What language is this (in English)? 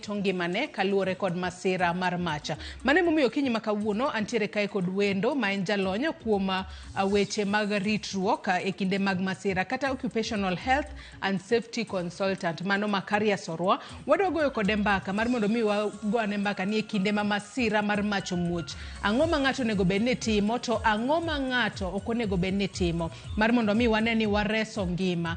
Luo (Kenya and Tanzania)